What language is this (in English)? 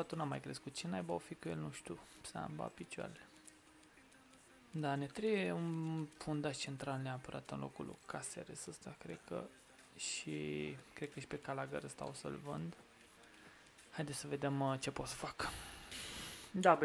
Romanian